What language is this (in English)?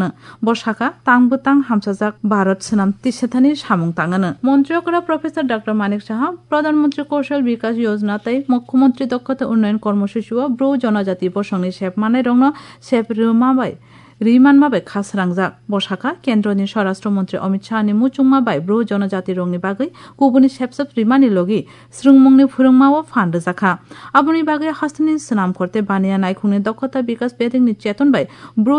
Kok Borok